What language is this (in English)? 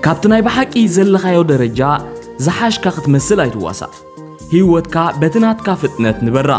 Tigrinya